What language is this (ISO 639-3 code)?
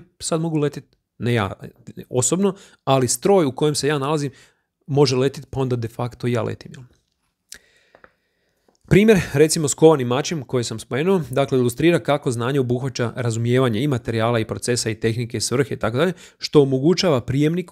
hrv